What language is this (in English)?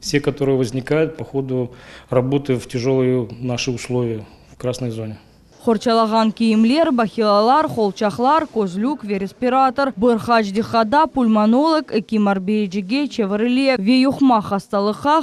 Crimean Tatar